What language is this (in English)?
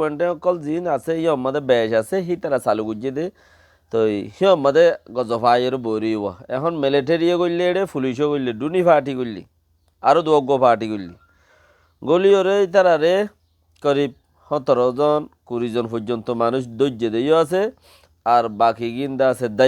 Rohingya